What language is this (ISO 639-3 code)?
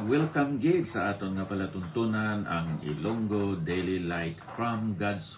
hil